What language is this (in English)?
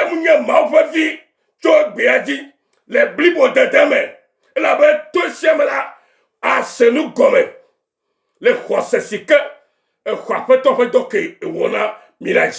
Ewe